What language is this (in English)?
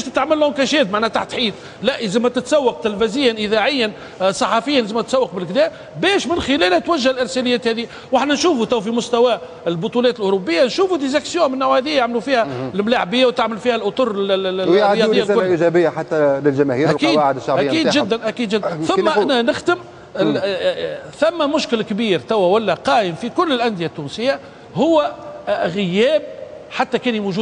Tunisian Arabic